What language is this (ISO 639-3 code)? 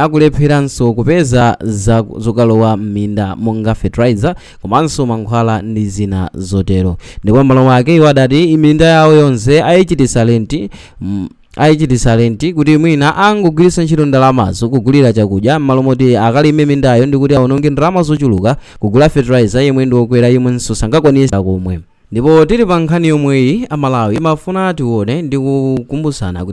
nya